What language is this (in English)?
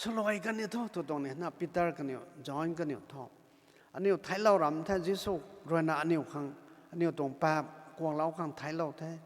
Rongmei Naga